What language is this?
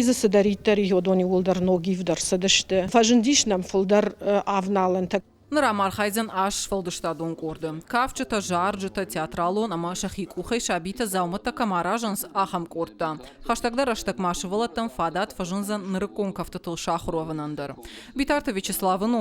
Ossetic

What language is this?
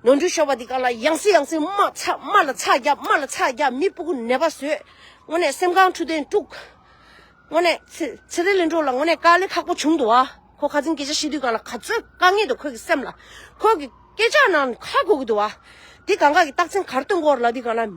Tibetan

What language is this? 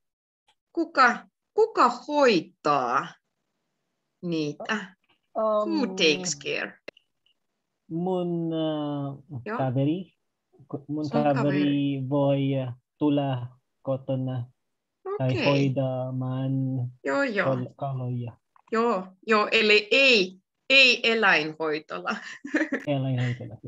Finnish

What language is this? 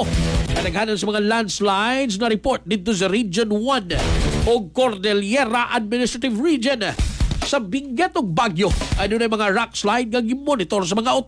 Cebuano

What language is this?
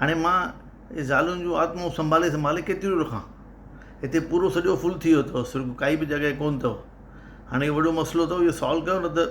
Sindhi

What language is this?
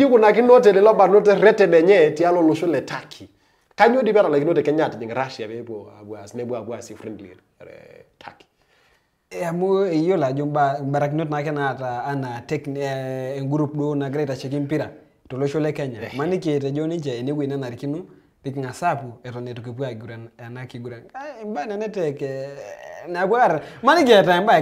Masai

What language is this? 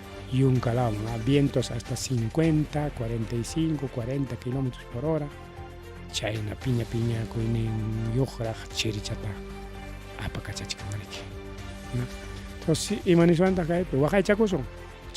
Ayacucho Quechua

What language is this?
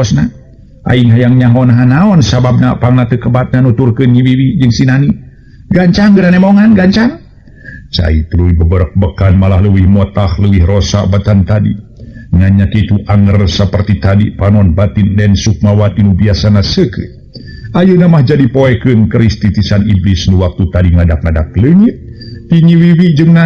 Sundanese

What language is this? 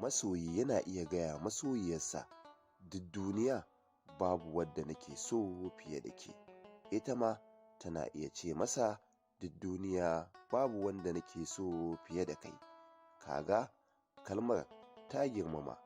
Hausa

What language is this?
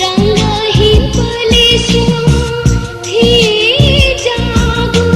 Newari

